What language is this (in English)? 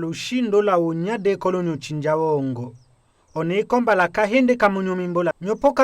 Tetela